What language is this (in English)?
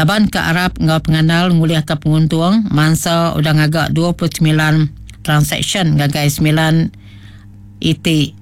Iban